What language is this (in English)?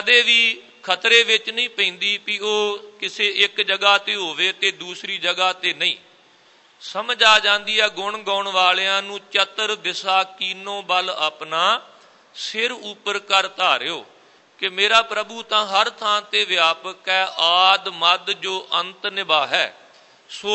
Punjabi